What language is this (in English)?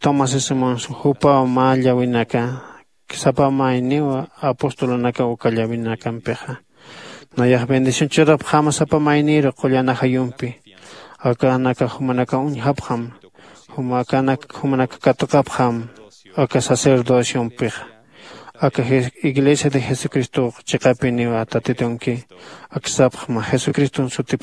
Aymara